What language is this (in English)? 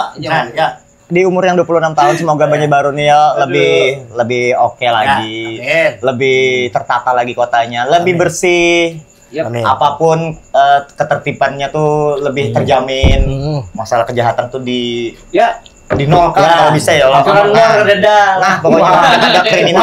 Banjar